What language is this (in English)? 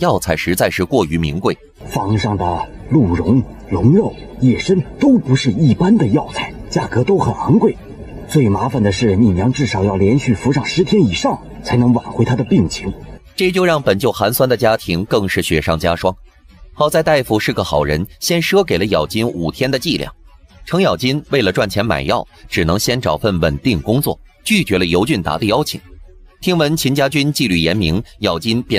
Chinese